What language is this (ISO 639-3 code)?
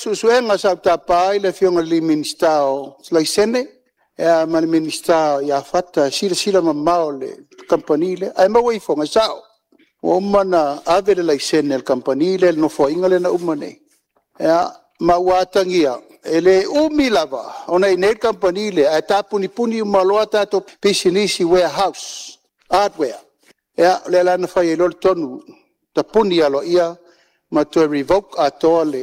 smo